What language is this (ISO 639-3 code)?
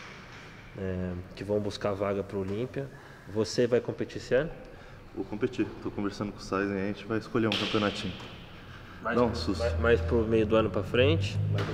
por